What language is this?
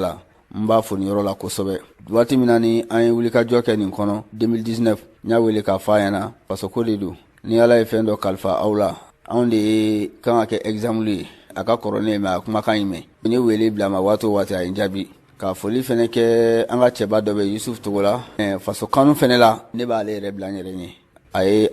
Bambara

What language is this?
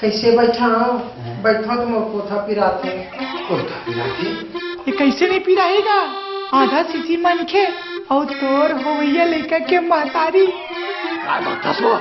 Chhattisgarhi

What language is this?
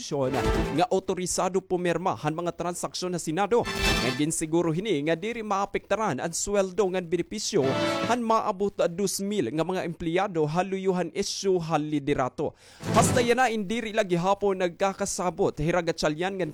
Waray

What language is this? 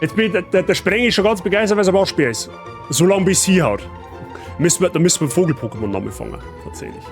Bavarian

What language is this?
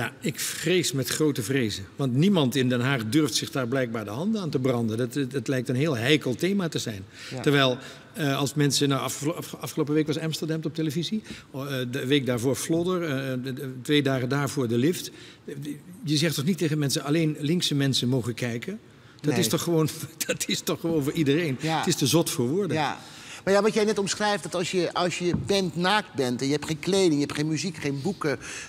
Dutch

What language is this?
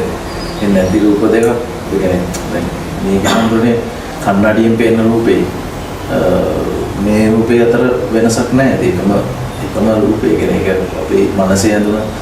Sinhala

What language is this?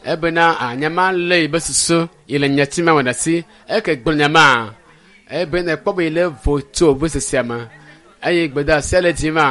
Ewe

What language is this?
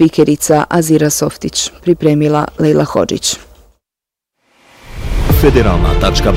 Bosnian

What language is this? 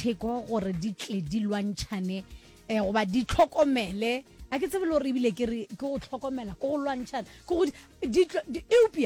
Northern Sotho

